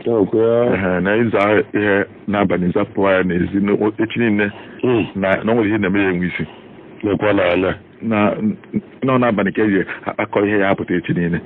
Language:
Igbo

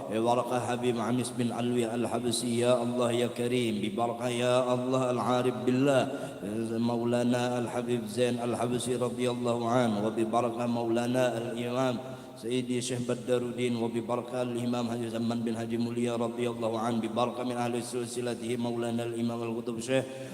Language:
Banjar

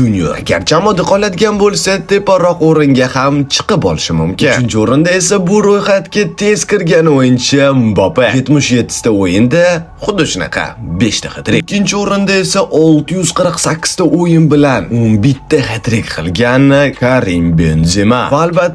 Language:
Uzbek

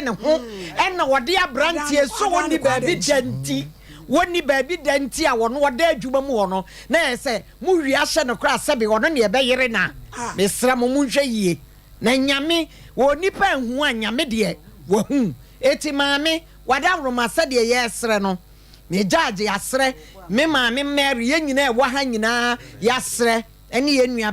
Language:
Akan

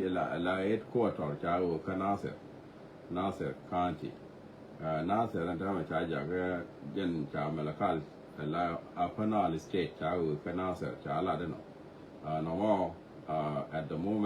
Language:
Nuer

